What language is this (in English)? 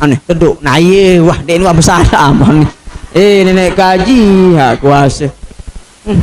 Sasak